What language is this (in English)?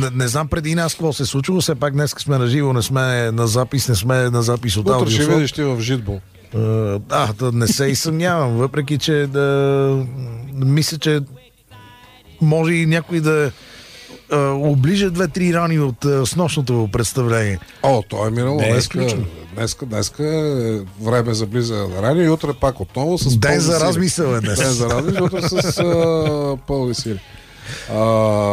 Bulgarian